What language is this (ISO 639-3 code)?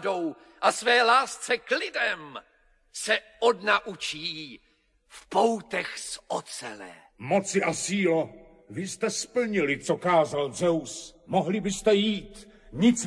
ces